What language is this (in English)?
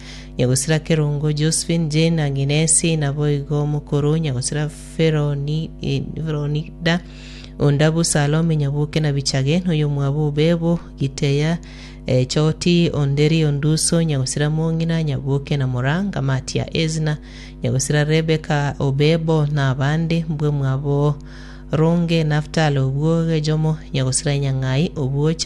Gusii